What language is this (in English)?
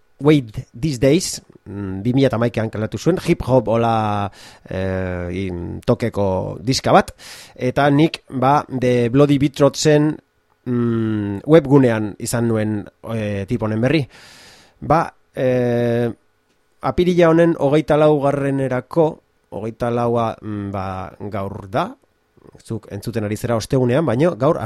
Basque